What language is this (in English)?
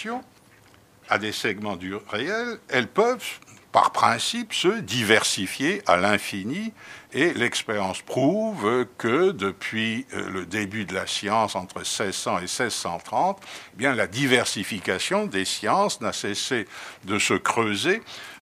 French